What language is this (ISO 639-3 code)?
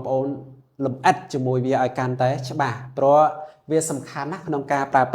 khm